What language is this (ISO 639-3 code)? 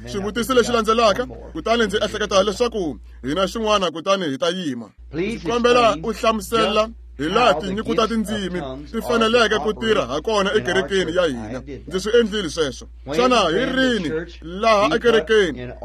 tso